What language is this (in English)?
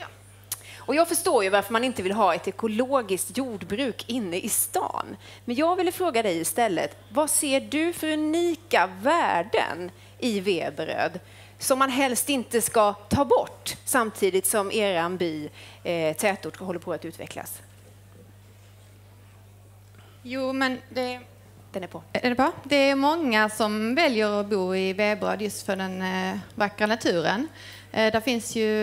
Swedish